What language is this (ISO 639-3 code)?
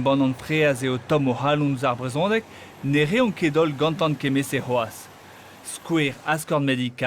bre